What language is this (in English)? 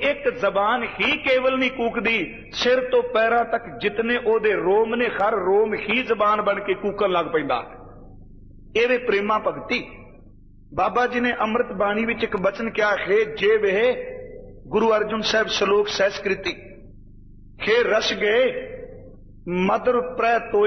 Punjabi